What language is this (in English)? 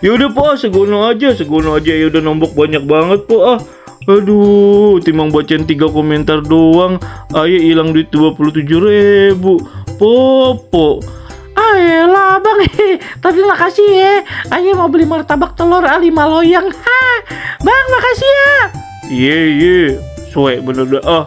Betawi